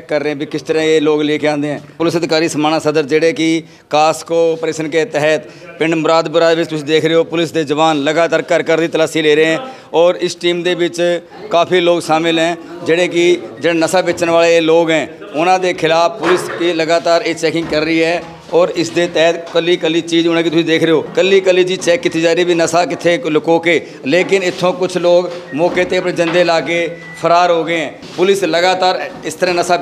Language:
Punjabi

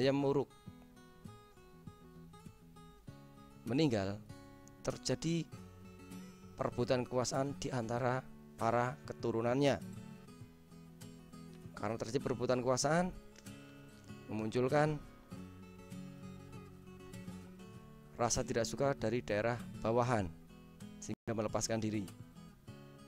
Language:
Indonesian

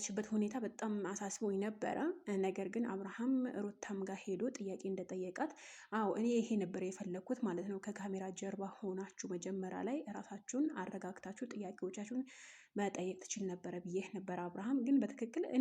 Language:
Amharic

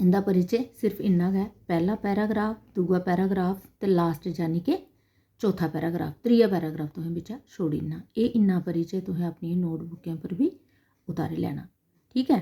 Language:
Dogri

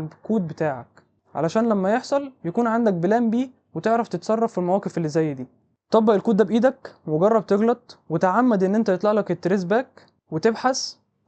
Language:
Egyptian Arabic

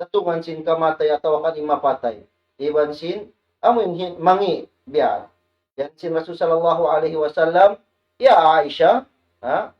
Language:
Tausug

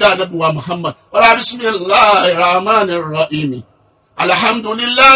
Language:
Yoruba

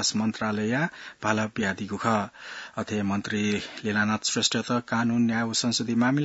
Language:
Newari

